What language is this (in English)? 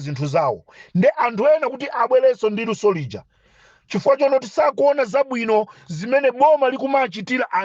Nyanja